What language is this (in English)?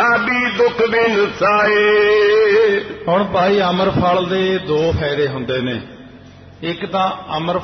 Punjabi